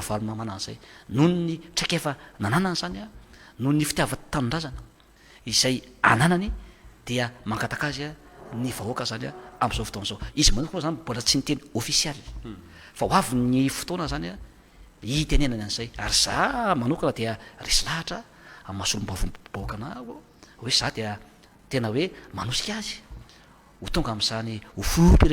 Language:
Malagasy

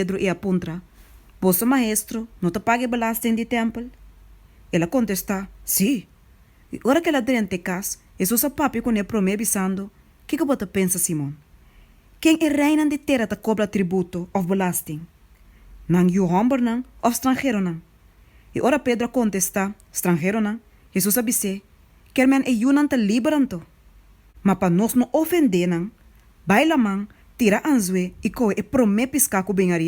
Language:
Papiamento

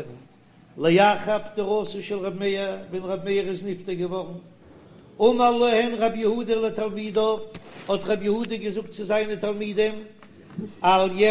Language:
Yiddish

